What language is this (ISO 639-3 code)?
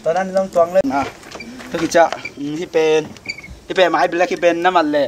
ctd